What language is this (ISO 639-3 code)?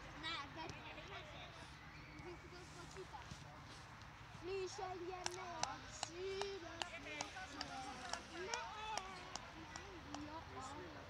ces